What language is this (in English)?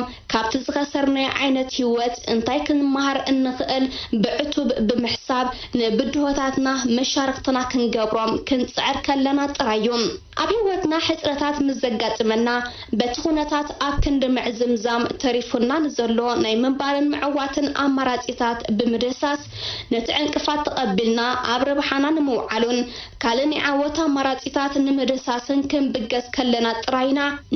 Tigrinya